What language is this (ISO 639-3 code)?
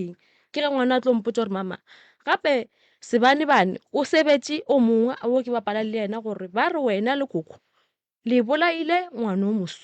nso